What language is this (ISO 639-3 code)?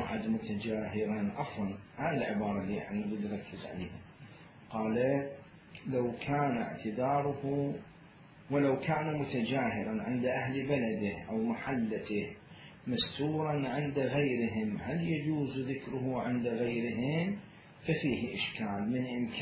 acm